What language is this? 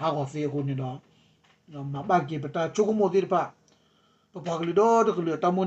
S'gaw Karen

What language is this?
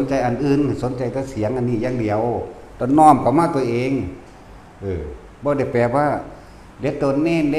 Northeastern Thai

